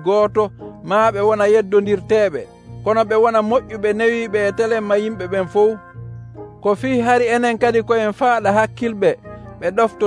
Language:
Nigerian Fulfulde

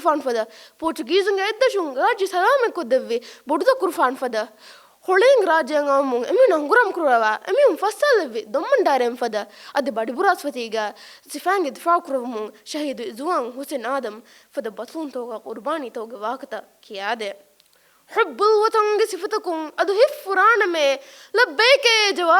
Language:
Divehi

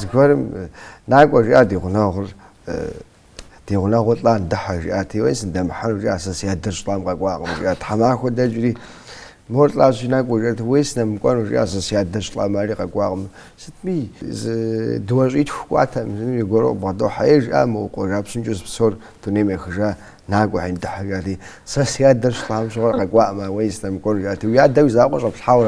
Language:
Kabardian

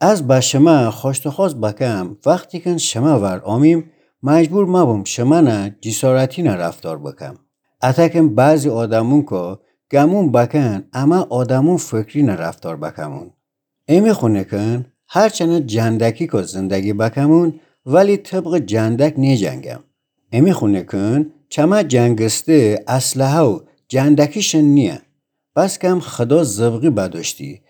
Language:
Gilaki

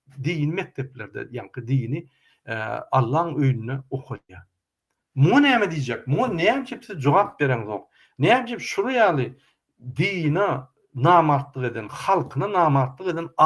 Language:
Turkmen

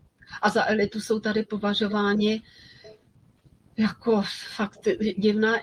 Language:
Czech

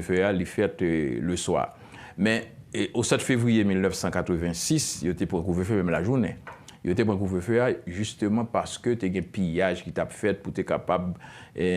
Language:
Haitian Creole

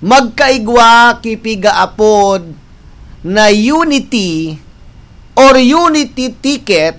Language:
Bikol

